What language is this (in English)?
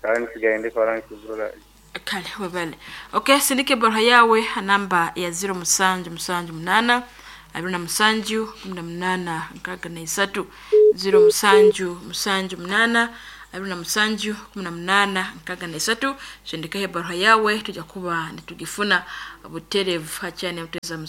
Nyoro